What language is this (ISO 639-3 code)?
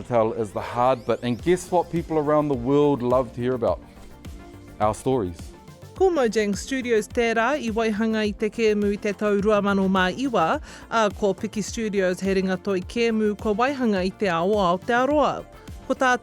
mri